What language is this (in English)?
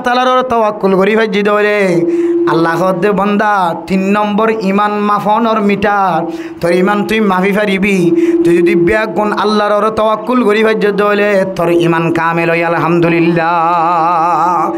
Rohingya